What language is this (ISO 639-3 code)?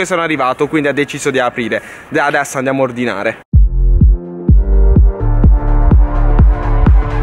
ita